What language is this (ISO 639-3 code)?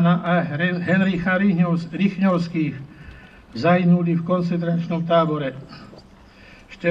slk